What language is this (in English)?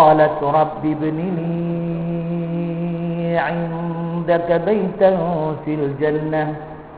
Maranao